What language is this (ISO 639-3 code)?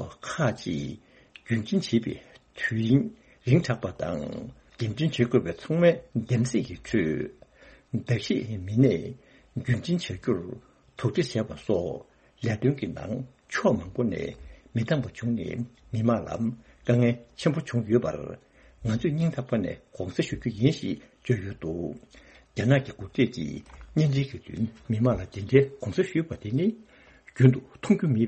bod